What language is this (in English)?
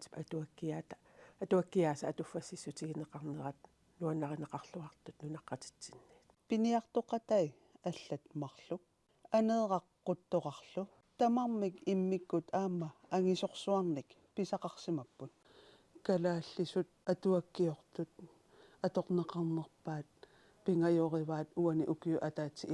Kalaallisut